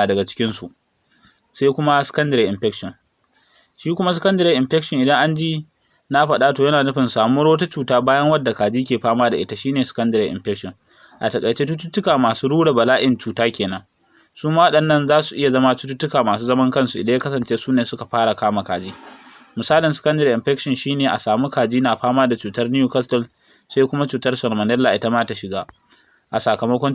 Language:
Hausa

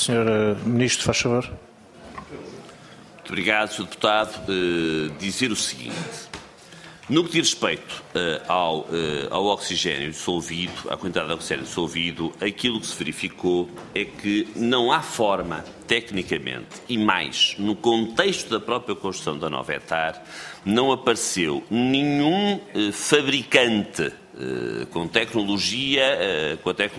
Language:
Portuguese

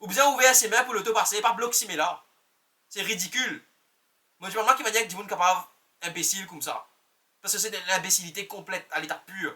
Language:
Morisyen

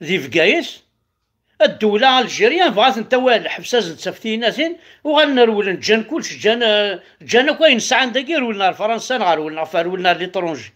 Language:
Kabyle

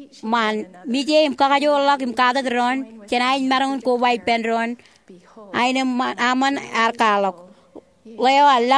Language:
Marshallese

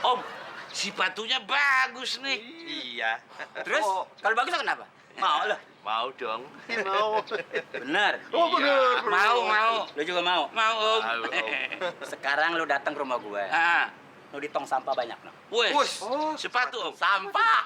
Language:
Betawi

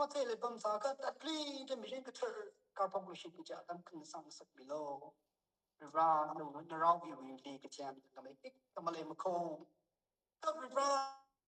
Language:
Tangkhul Naga (India)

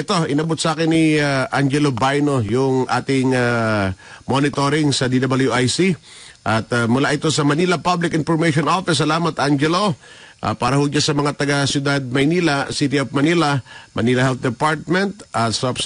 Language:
Filipino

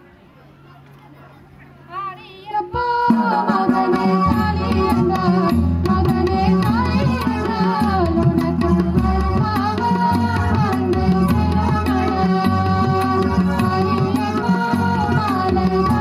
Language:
Tamil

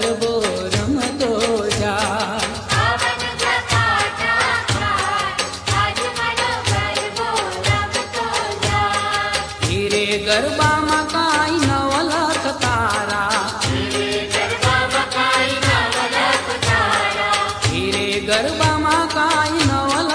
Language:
Gujarati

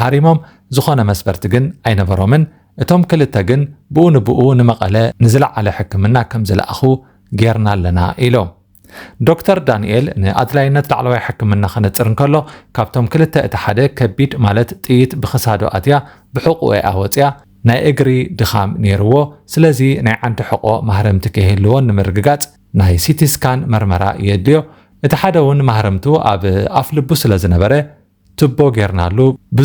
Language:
Tigrinya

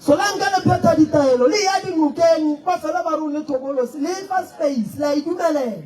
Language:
Northern Sotho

